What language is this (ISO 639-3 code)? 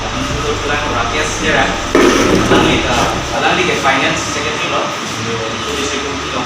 mjw